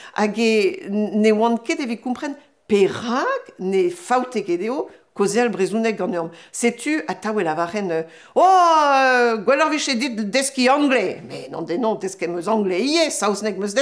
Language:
Breton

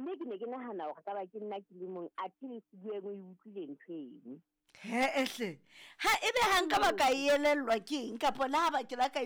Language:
Southern Sotho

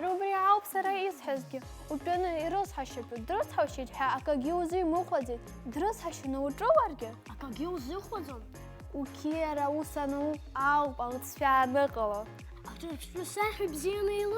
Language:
Abkhazian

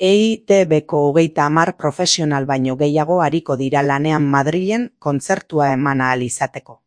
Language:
Basque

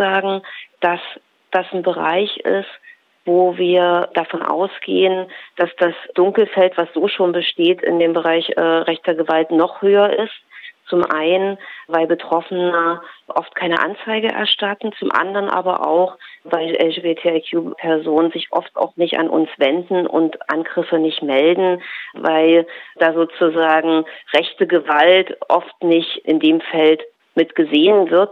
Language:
German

